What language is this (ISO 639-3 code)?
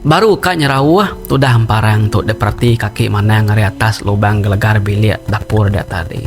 iba